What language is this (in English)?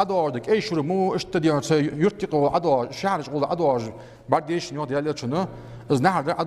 Ingush